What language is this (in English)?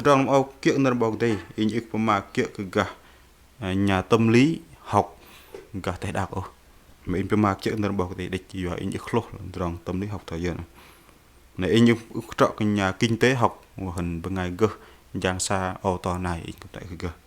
Bahnar